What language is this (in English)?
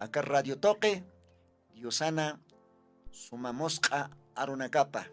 Aymara